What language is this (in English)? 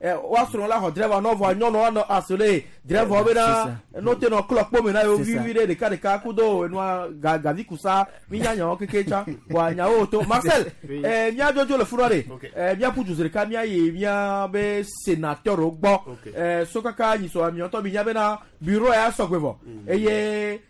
Gen